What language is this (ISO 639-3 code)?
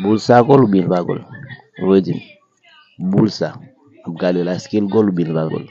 hat